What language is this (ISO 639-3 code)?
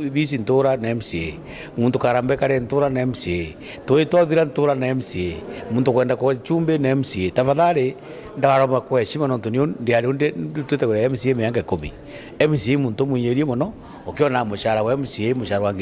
mer